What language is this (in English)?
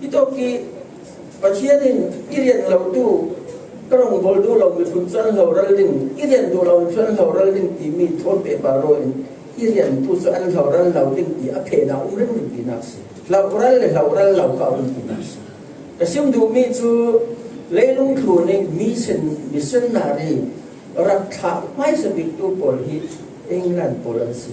Falam Chin